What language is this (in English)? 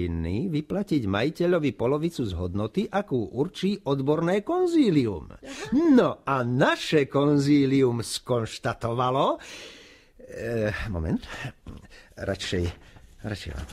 Slovak